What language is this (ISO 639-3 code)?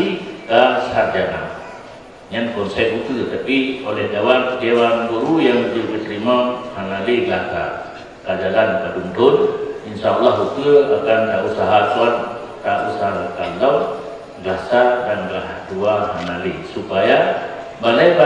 ace